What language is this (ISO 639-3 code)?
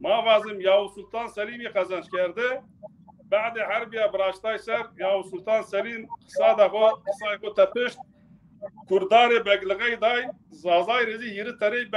zza